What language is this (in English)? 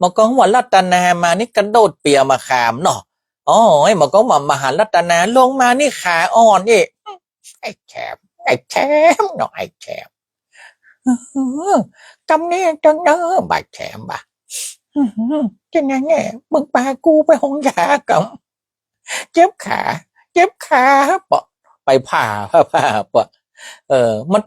Northern Thai